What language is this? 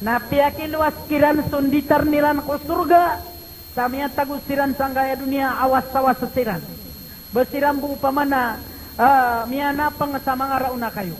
Maranao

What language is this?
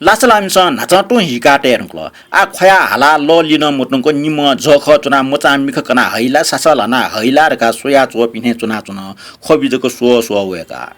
Newari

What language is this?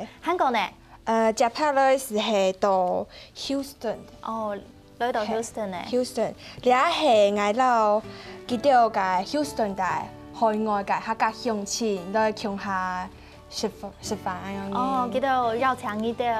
Hakka Chinese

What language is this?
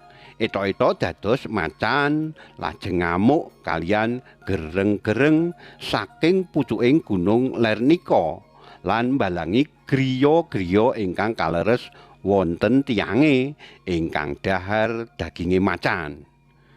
Javanese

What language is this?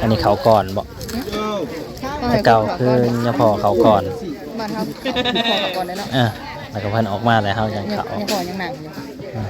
Northeastern Thai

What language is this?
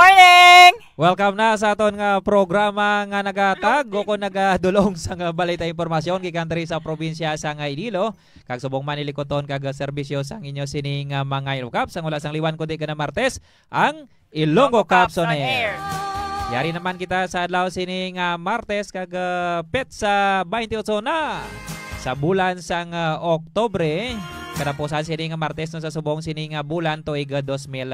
Hiligaynon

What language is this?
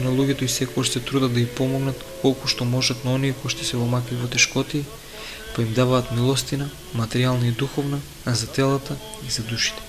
Macedonian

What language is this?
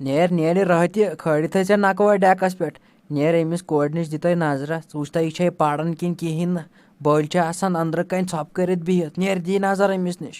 Kashmiri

